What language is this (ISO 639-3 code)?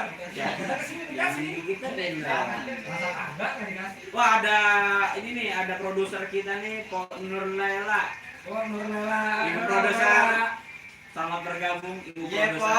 bew